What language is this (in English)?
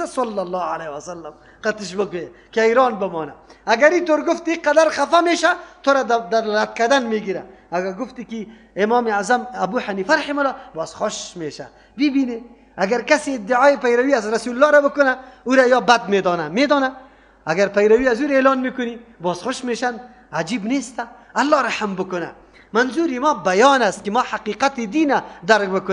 Persian